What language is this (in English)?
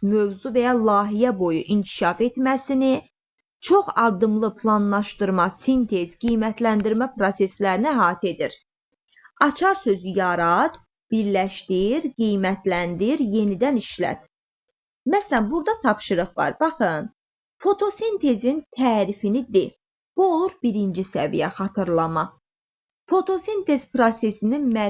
Azerbaijani